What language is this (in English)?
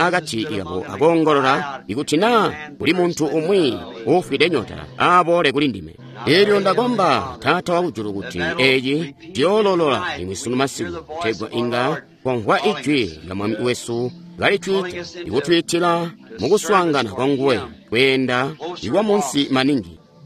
Tonga (Zambia)